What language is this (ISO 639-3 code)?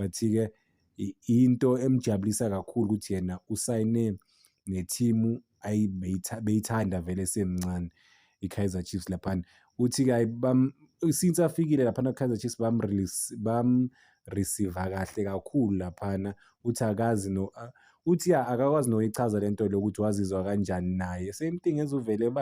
zul